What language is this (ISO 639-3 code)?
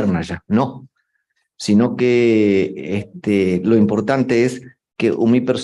grn